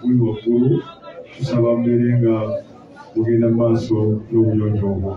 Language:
Ganda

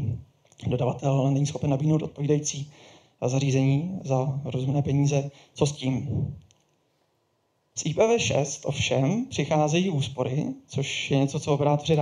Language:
Czech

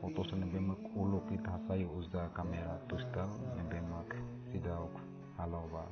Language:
Tetum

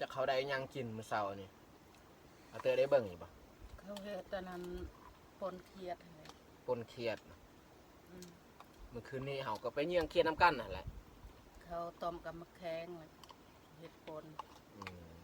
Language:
Lao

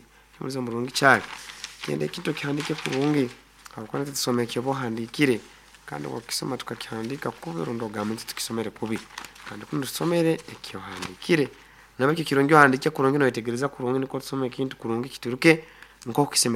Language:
Nyoro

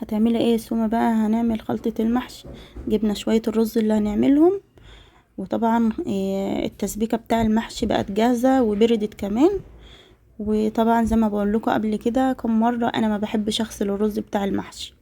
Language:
Egyptian Arabic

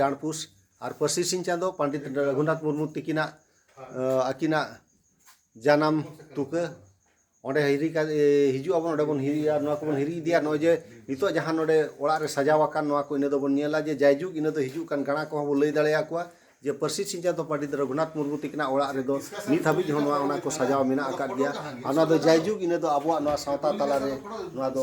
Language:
Santali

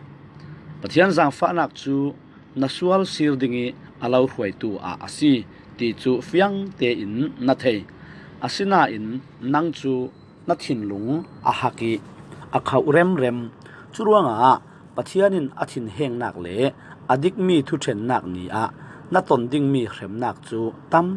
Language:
Falam Chin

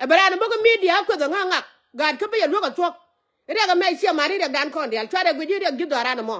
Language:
Nuer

